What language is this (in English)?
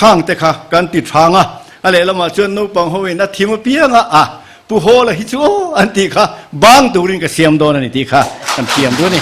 Mizo